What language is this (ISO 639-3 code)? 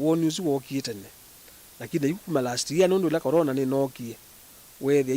kam